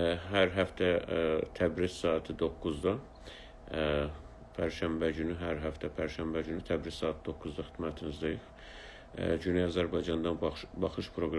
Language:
South Azerbaijani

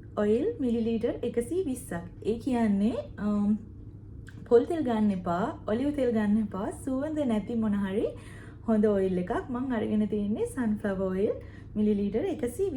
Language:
Sinhala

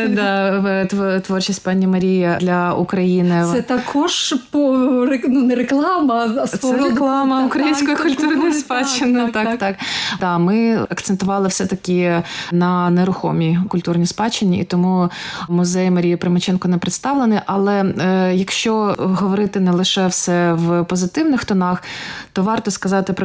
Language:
Ukrainian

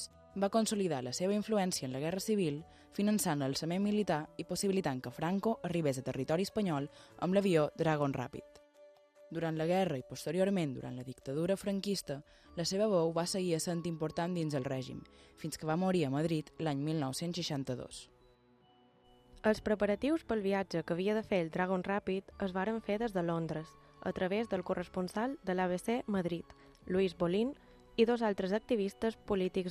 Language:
Catalan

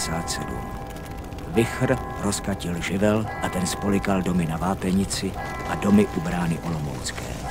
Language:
Czech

